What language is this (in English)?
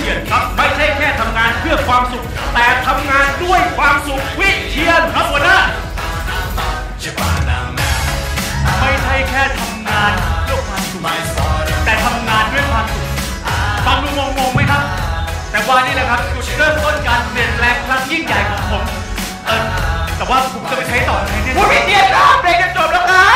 Thai